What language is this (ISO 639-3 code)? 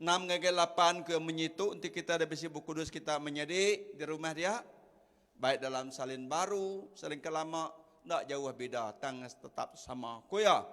iba